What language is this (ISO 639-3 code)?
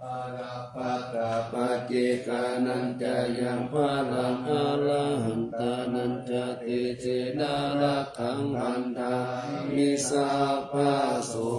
pli